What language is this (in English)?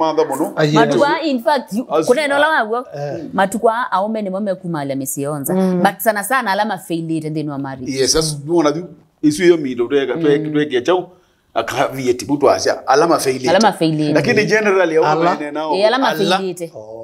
Kamba